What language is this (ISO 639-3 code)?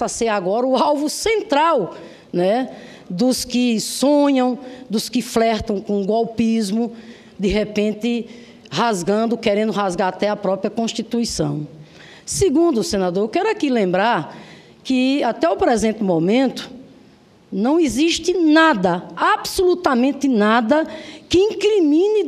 por